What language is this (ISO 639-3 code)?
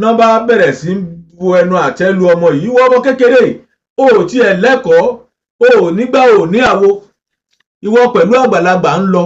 yor